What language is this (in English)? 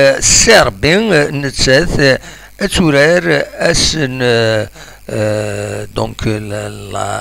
Kabyle